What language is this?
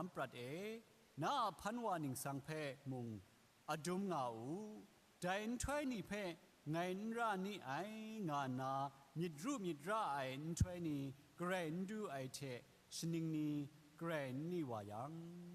Kachin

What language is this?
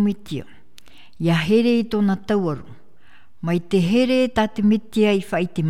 Tahitian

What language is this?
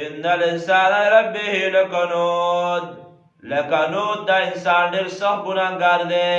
Pashto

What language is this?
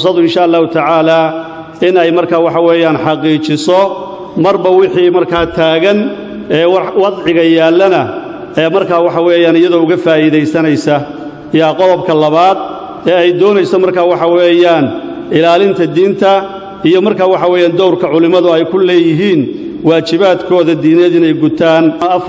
Somali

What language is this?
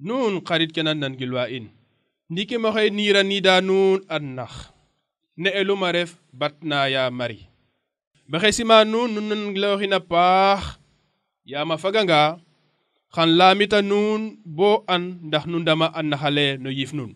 Serer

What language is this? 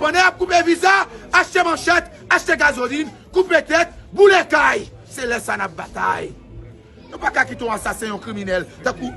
Haitian Creole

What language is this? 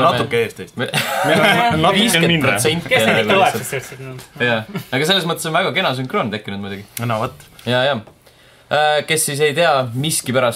Estonian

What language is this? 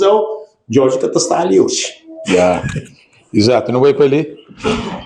Kabuverdianu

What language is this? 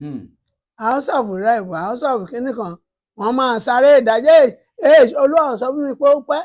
Yoruba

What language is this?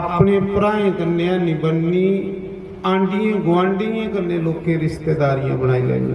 Dogri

